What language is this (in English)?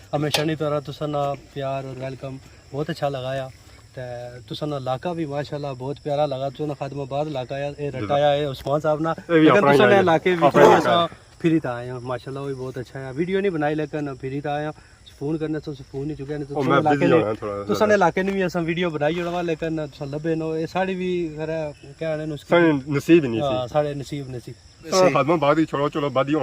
Pahari-Potwari